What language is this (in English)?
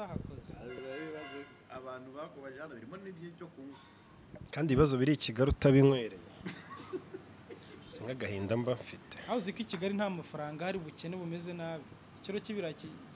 Kinyarwanda